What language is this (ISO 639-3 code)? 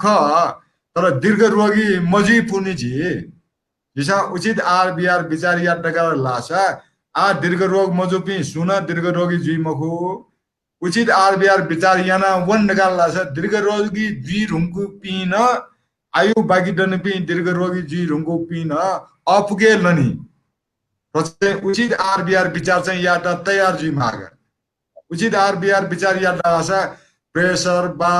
new